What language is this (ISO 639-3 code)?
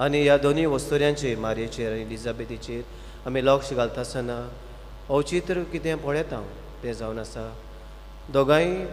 kok